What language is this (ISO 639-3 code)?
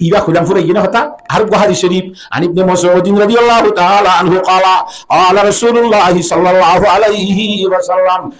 rhg